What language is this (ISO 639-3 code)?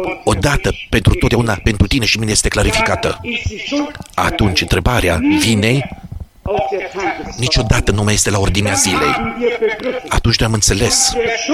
ron